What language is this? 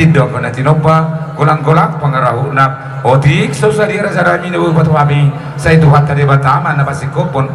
Batak Toba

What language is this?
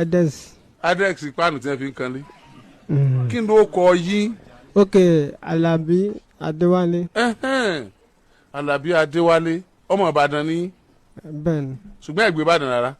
Yoruba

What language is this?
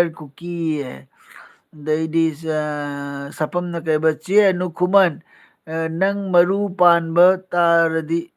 Manipuri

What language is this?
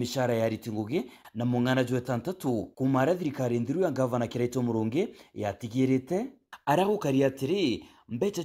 Meru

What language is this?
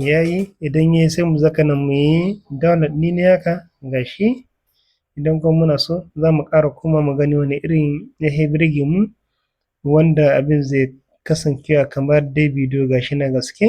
Hausa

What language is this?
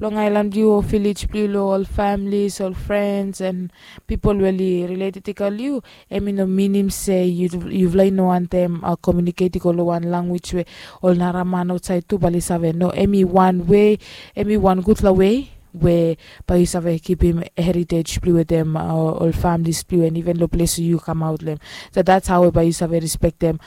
Bislama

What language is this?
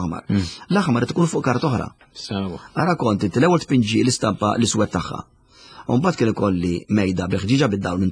Maltese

